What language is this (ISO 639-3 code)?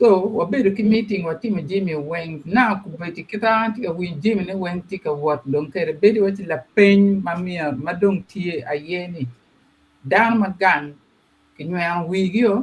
ach